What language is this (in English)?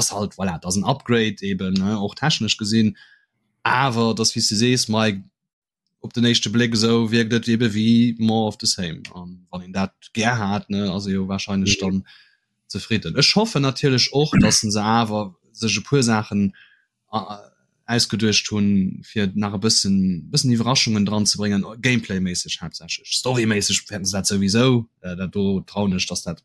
Luxembourgish